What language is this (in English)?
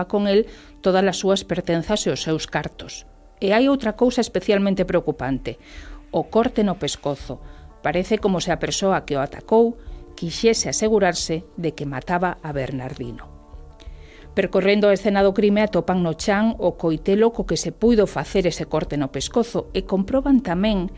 Galician